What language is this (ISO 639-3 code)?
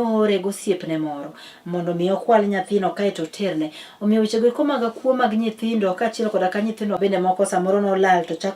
luo